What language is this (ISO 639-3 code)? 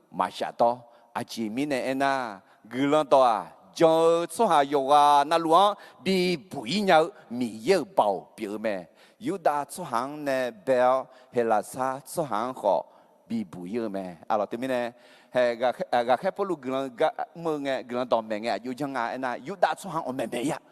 ahk